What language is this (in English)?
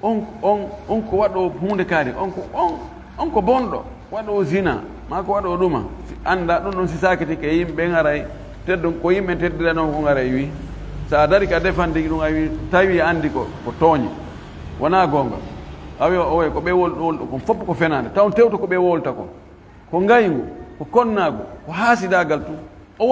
Fula